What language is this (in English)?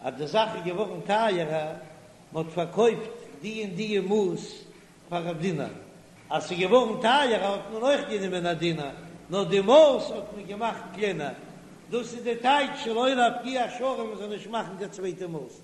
Yiddish